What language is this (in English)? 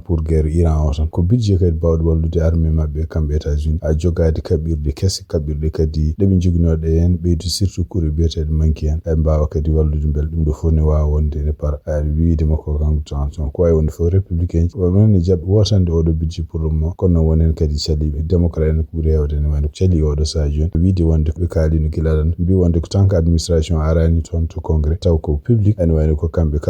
Fula